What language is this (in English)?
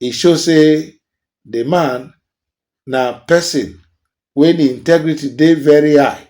Nigerian Pidgin